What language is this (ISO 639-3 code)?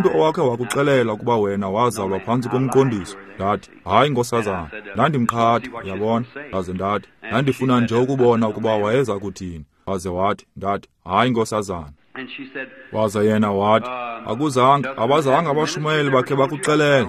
xho